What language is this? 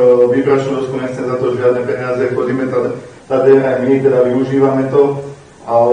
Slovak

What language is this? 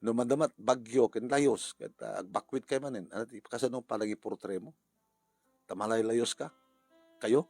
Iloko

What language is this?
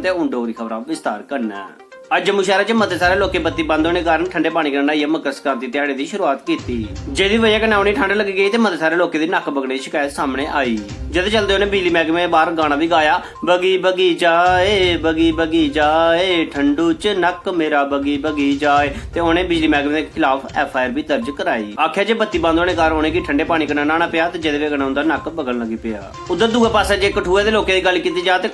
Dogri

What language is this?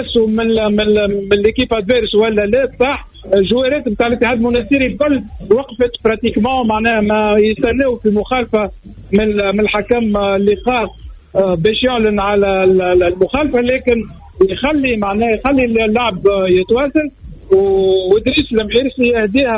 Tunisian Arabic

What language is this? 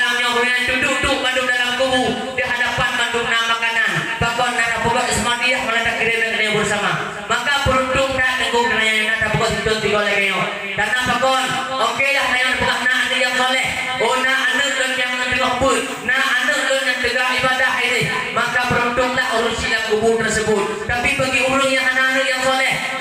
Achinese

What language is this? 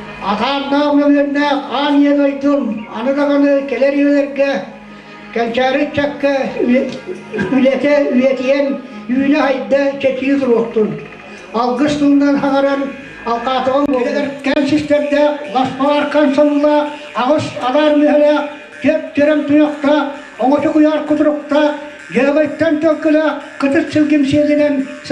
Yakut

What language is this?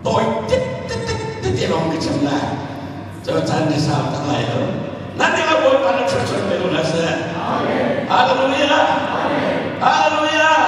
Hakha Chin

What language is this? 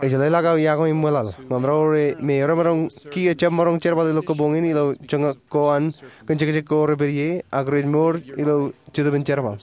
Marshallese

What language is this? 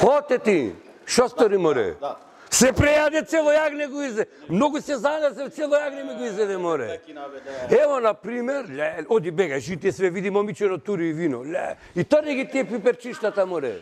Macedonian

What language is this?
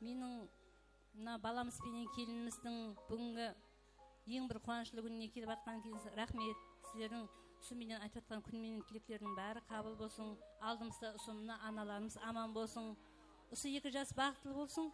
Kara-Kalpak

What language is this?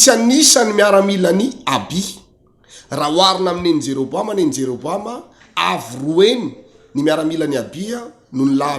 Malagasy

